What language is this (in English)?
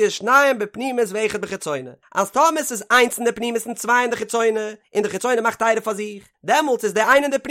Yiddish